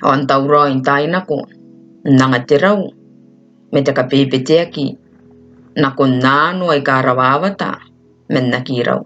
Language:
Gilbertese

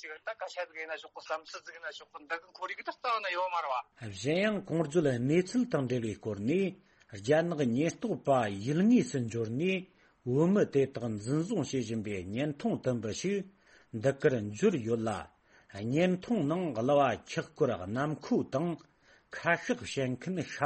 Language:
Tibetan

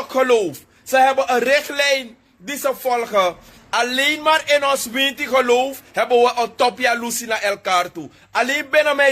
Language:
Sranan Tongo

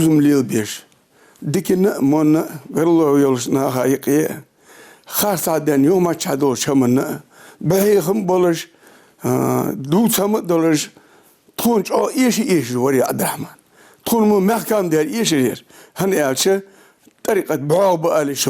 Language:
Ingush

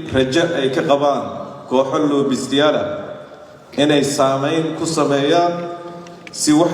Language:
Somali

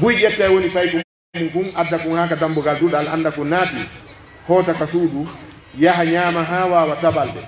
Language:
Pular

